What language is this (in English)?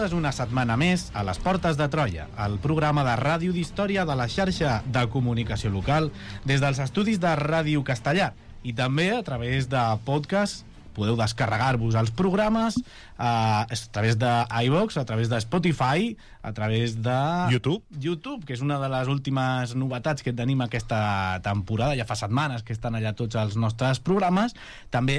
Catalan